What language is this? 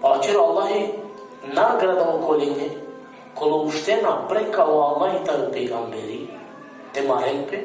Balkan Romani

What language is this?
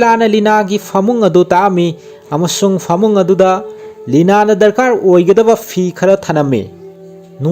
Manipuri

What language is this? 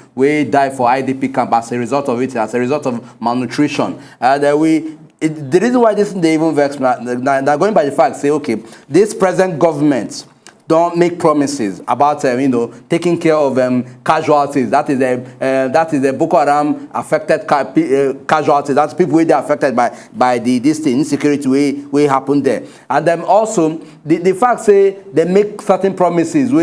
Nigerian Pidgin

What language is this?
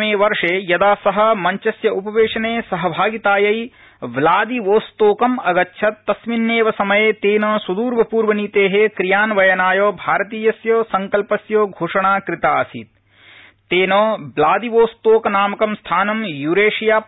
Sanskrit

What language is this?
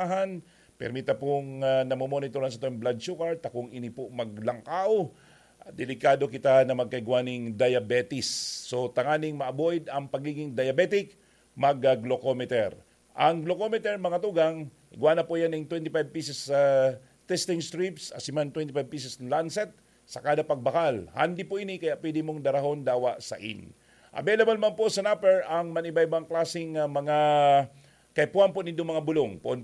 Bikol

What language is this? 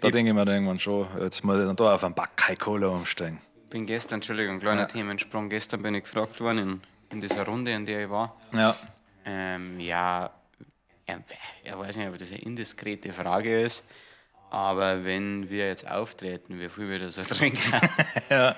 Bavarian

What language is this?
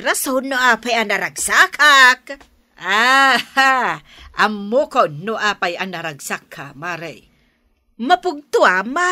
Iloko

